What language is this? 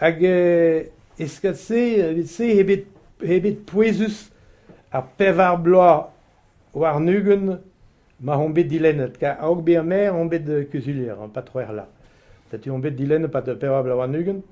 Breton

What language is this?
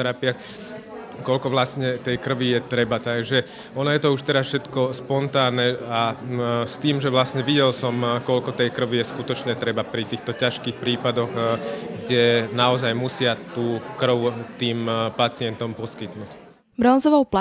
Slovak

